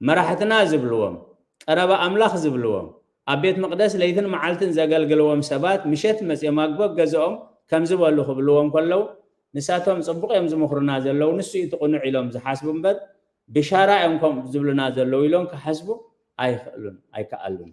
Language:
Tigrinya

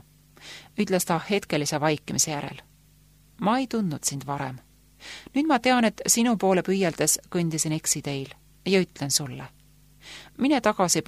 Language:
Estonian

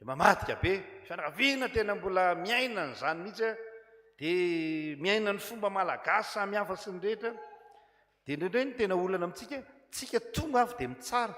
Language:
Malagasy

